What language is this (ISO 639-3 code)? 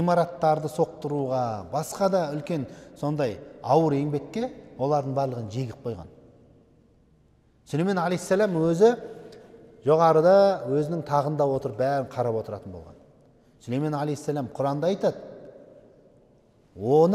kaz